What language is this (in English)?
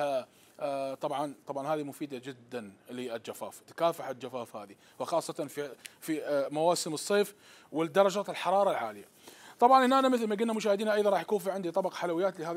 Mesopotamian Arabic